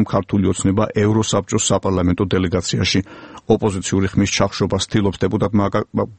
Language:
Georgian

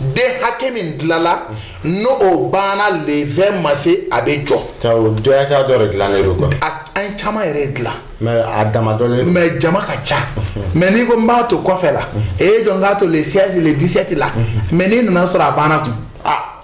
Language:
Bambara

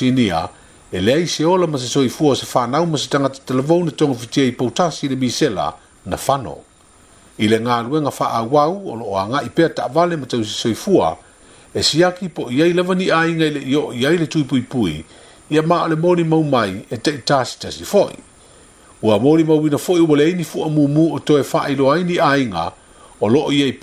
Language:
Samoan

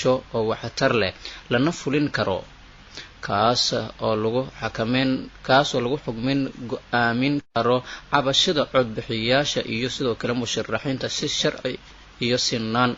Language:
Somali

